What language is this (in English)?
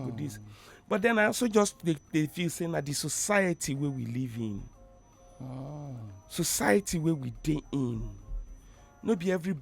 Nigerian Pidgin